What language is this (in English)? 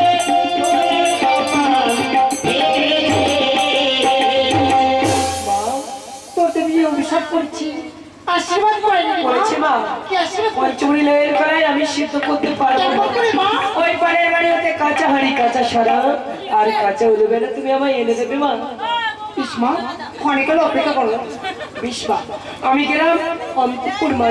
Bangla